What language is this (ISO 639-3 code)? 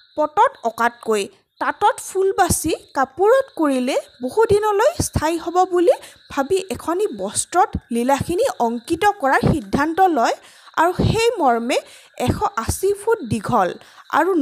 asm